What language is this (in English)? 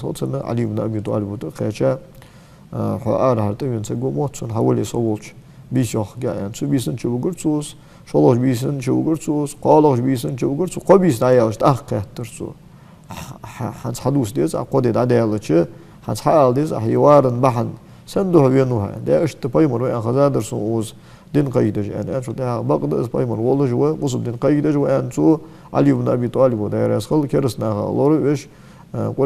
Ingush